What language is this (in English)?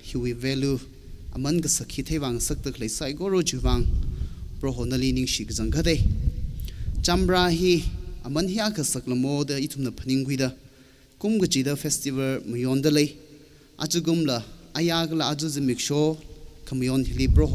Tangkhul Naga (India)